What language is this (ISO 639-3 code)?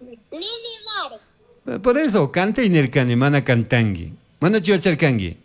qug